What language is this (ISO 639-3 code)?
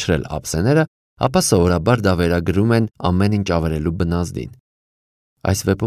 hye